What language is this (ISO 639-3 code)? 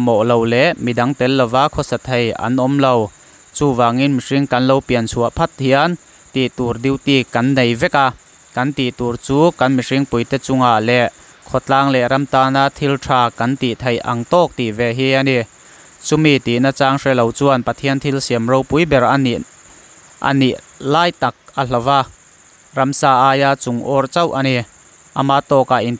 lus